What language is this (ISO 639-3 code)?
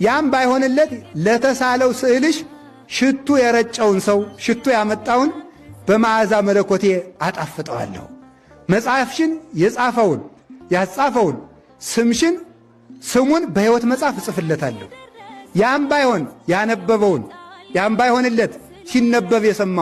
amh